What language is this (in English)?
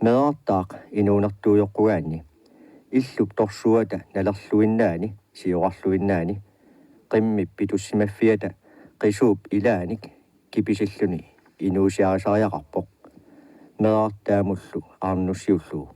Kalaallisut